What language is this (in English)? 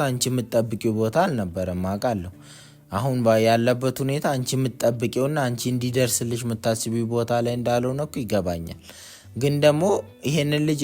Amharic